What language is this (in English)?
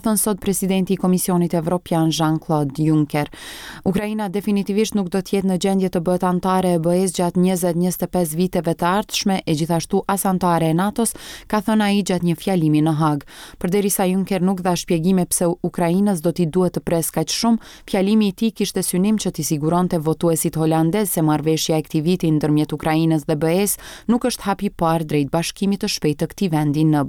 Albanian